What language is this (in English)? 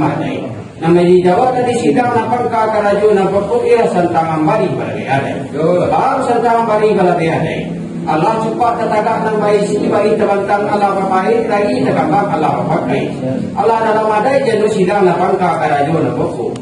Minangkabau